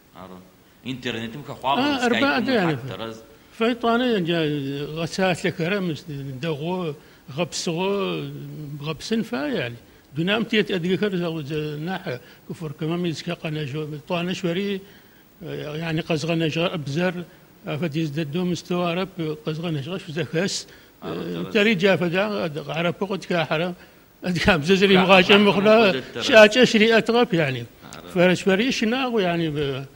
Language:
Adyghe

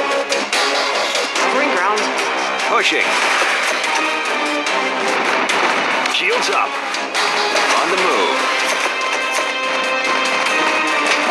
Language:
English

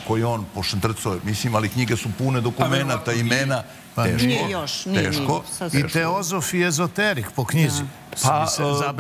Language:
Serbian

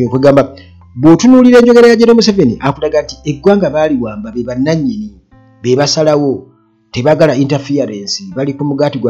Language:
Ganda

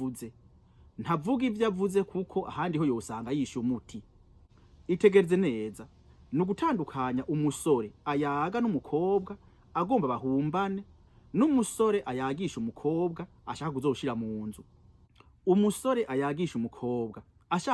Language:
Rundi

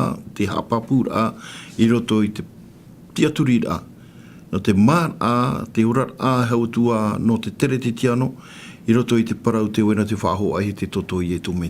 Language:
Tahitian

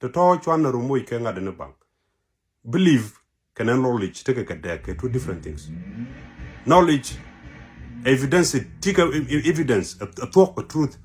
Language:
Nuer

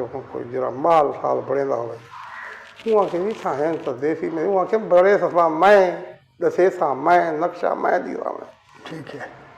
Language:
Saraiki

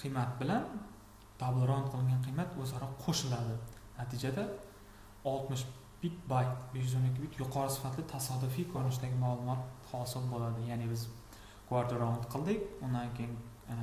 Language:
Uzbek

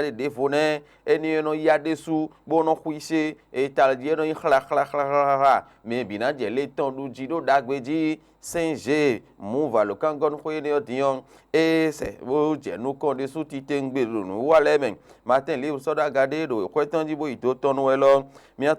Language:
Fon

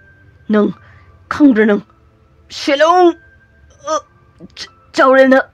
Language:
Manipuri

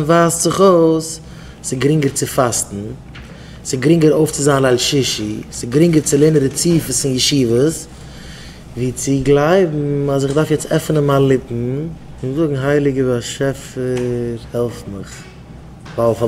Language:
Yiddish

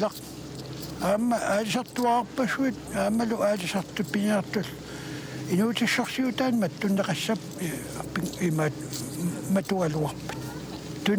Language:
Kalaallisut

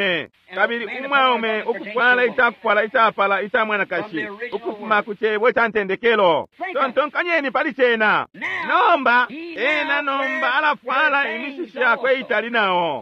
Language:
Bemba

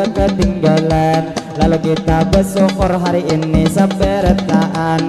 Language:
Banjar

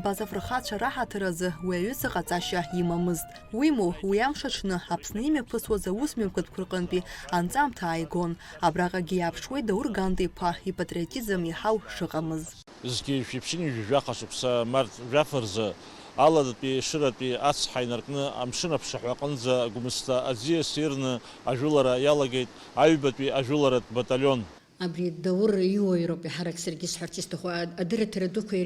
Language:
Abkhazian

